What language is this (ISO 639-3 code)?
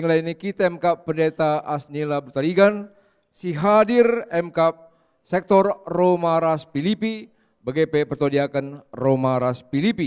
btx